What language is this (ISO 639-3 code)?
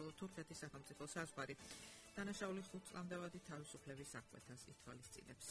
kat